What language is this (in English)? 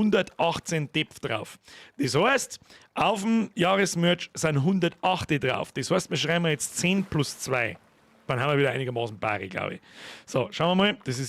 Bavarian